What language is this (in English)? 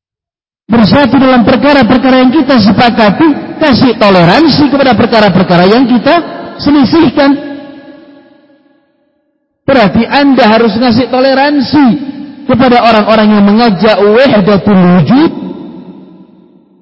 Indonesian